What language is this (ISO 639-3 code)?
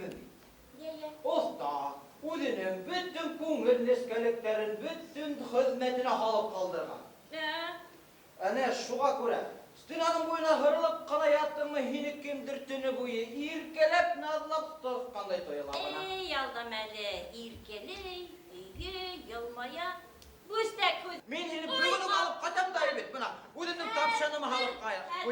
bak